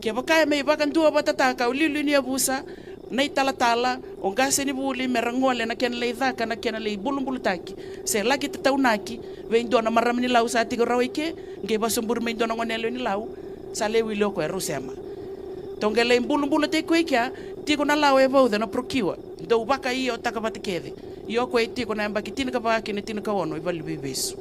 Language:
Fijian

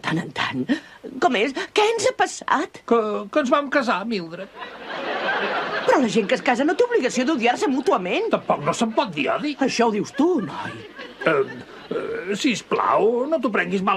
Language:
Catalan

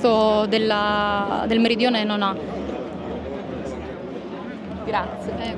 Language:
Italian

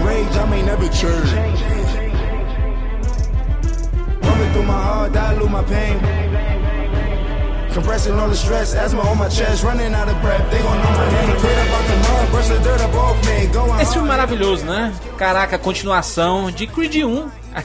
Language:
Portuguese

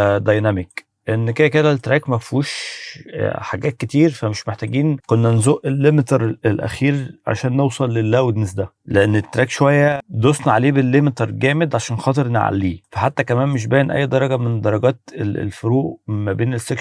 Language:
Egyptian Arabic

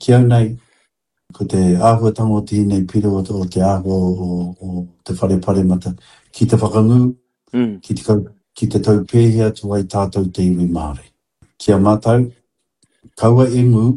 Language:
Māori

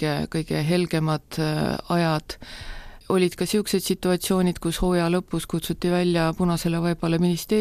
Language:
Estonian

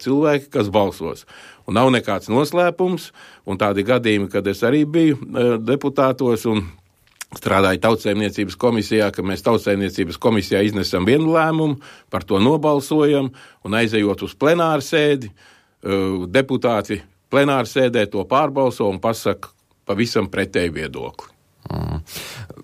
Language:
Latvian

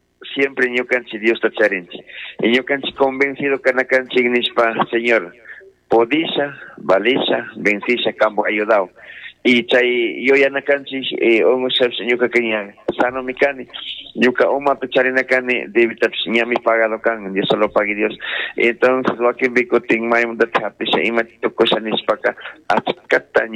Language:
Chimborazo Highland Quichua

